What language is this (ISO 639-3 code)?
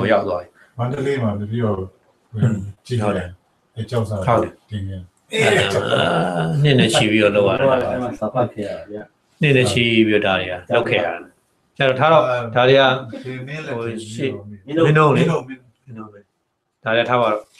mya